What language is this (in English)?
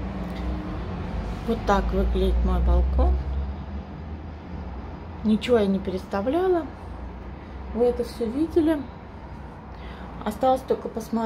Russian